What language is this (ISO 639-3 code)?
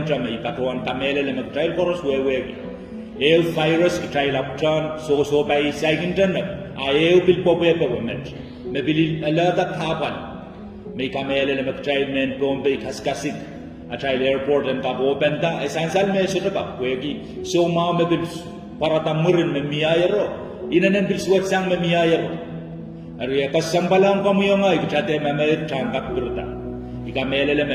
pon